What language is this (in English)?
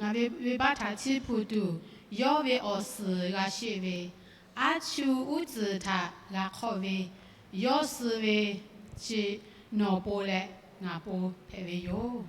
Lahu